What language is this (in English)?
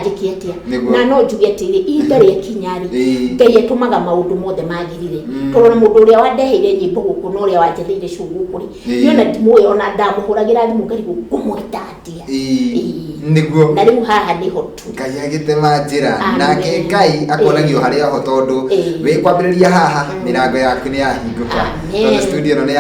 Kikuyu